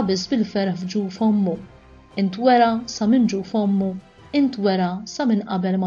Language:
Maltese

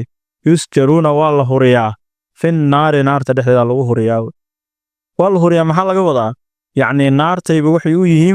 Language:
Somali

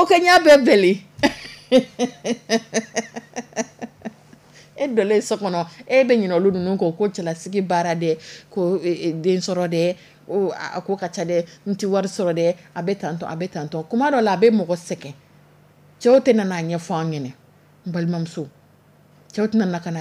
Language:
Dyula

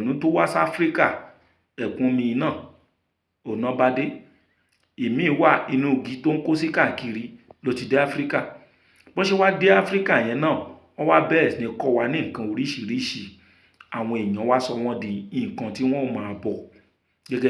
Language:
Yoruba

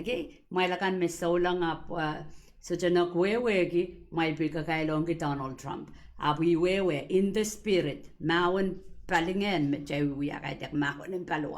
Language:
Pohnpeian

